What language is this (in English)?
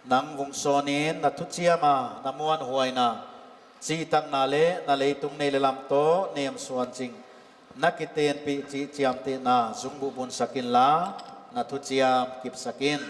Paite Chin